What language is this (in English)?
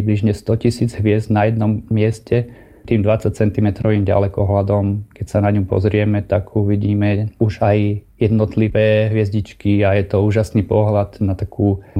Slovak